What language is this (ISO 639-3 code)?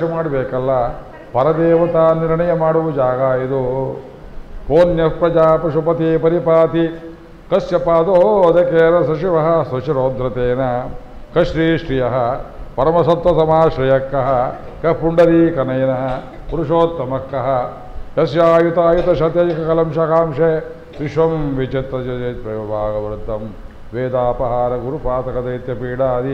kan